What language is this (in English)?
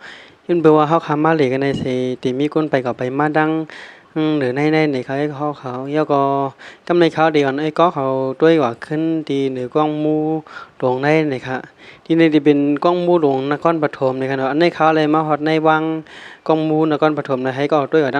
Shan